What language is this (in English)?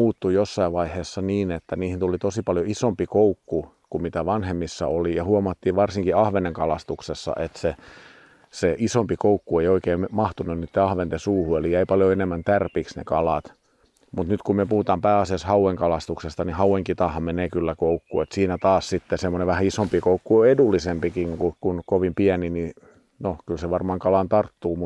Finnish